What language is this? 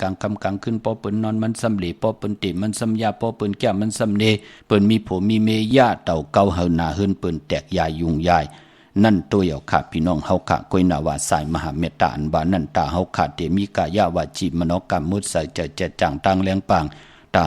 Shan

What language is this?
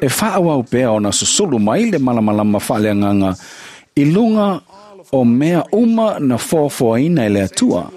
Samoan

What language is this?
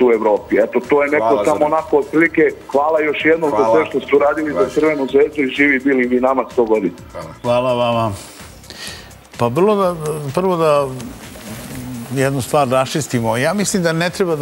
Serbian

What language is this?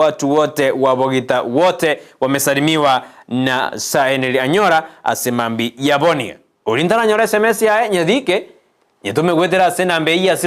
Gusii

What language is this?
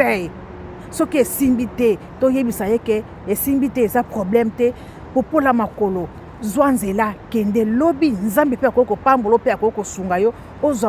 Lingala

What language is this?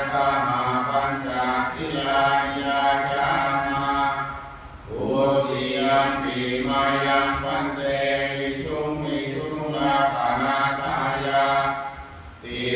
Pali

